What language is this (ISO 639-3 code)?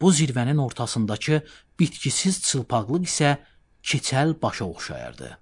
aze